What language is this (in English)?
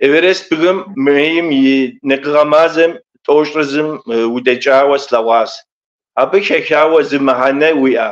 Kabardian